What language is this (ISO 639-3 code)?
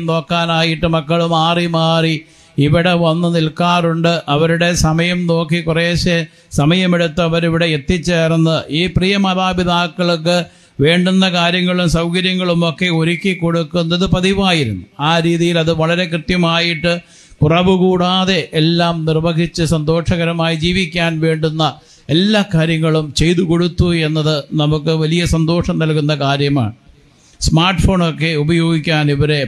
mal